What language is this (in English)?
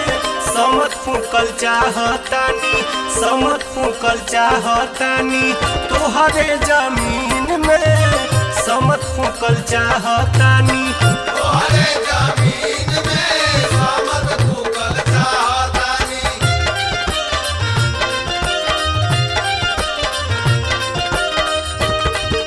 Bhojpuri